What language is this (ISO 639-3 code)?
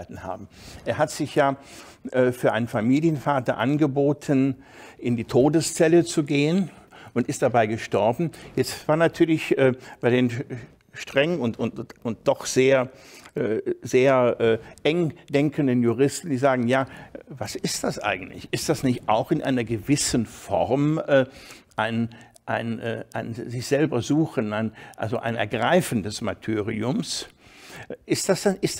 deu